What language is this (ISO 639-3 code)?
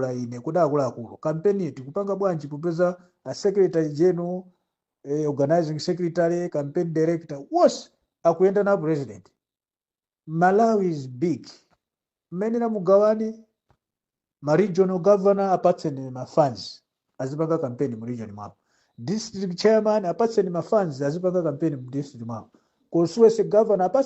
nya